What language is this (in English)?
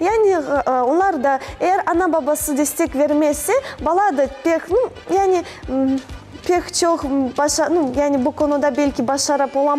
Crimean Tatar